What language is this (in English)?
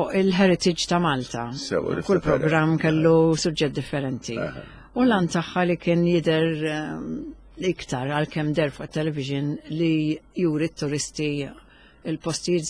Maltese